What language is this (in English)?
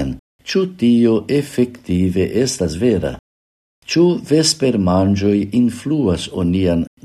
Esperanto